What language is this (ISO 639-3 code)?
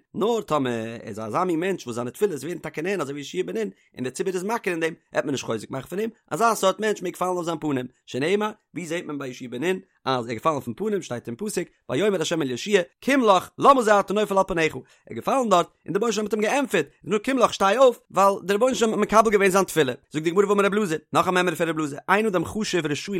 yid